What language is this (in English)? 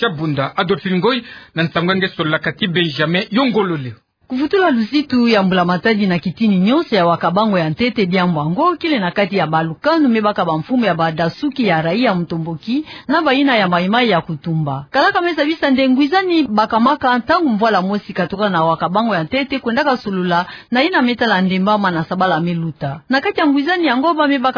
Kituba (Democratic Republic of Congo)